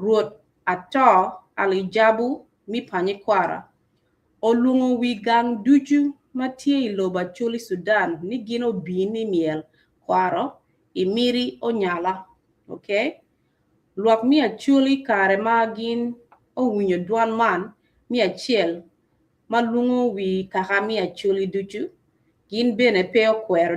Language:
Acoli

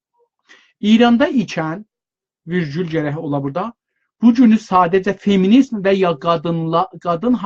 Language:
South Azerbaijani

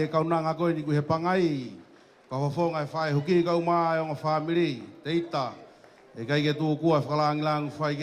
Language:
Tongan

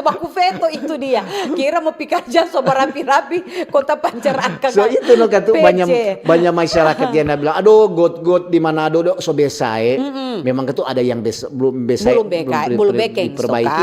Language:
Manado Malay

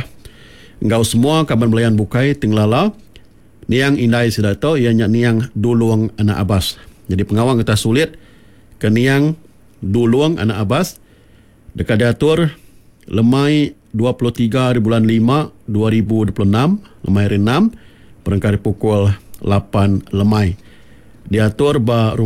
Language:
Iban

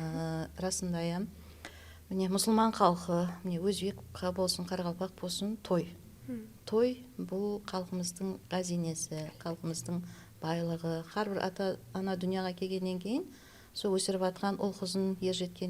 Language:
Kara-Kalpak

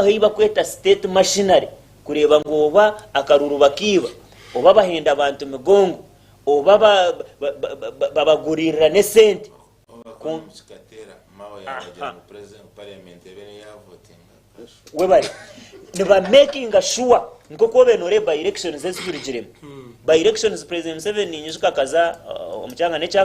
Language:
Nyankole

